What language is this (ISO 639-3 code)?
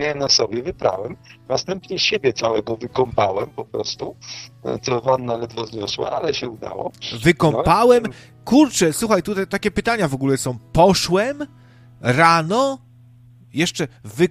pol